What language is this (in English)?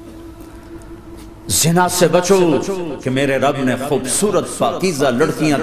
Urdu